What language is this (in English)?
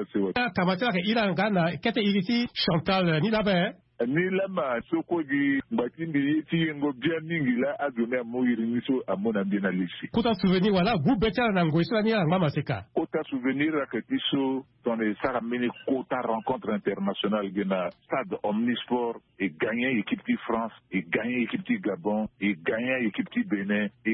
Sango